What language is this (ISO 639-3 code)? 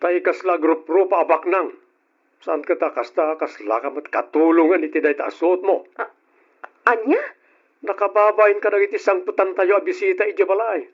ilo